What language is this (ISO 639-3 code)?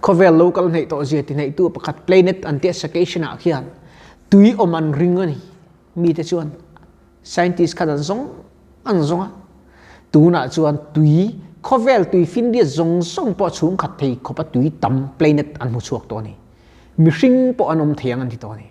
lus